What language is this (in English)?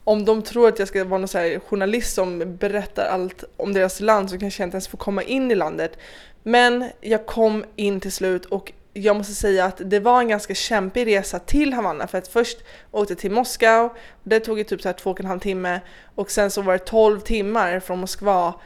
Swedish